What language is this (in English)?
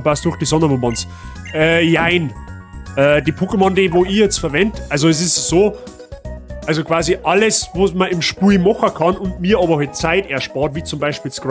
Bavarian